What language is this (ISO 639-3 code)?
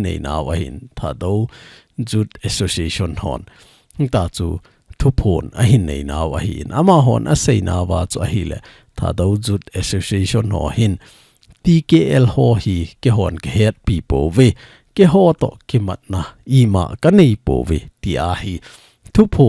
tcz